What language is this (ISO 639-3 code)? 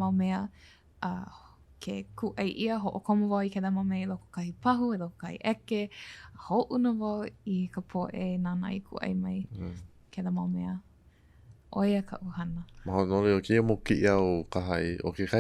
haw